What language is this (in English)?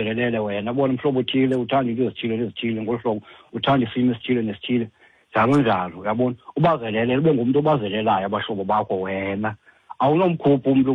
Xhosa